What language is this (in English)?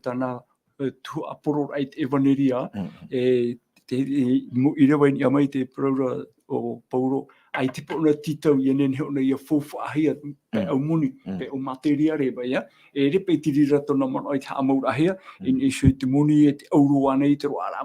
Tahitian